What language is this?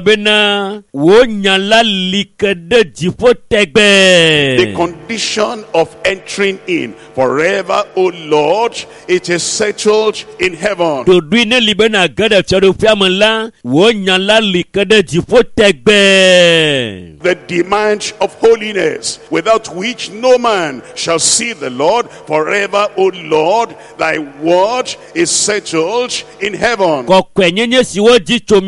Ewe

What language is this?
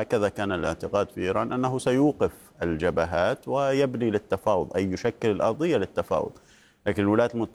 Arabic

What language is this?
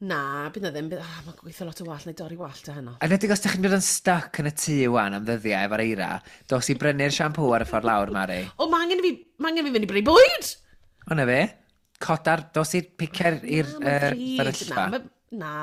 Welsh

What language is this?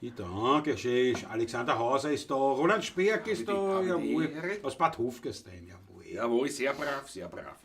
Bavarian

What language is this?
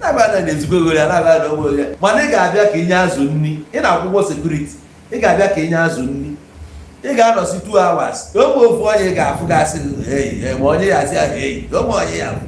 Igbo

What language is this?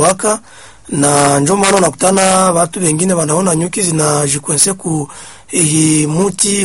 Swahili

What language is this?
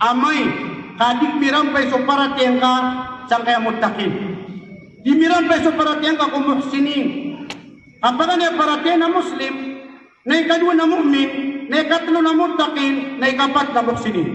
Maranao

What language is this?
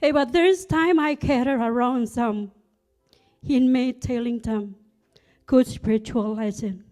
Marshallese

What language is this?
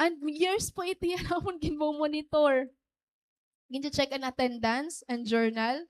Waray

